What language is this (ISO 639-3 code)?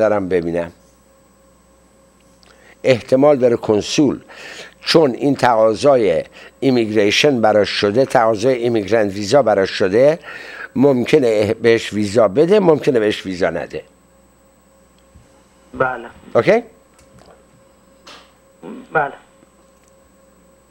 fas